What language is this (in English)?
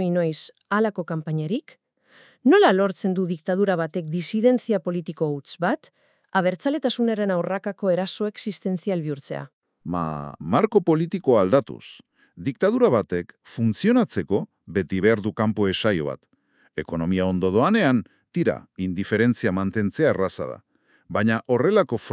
Basque